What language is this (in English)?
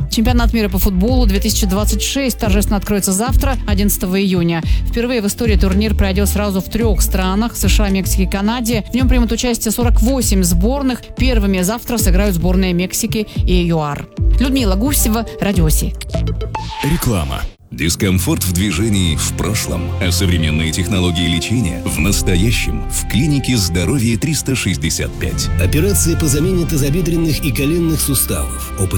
Russian